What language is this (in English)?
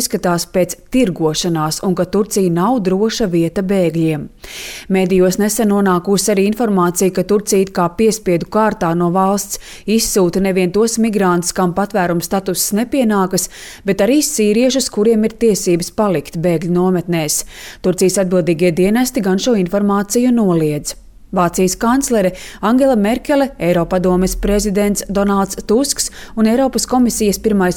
Latvian